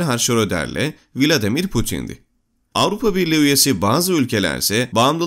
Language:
Turkish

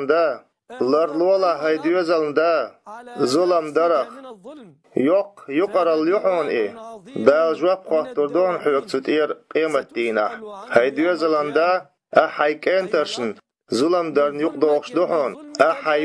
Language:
Chechen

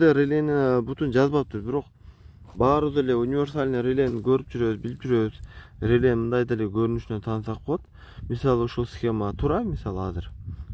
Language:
Kyrgyz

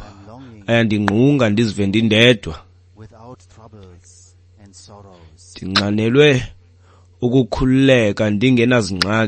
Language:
Xhosa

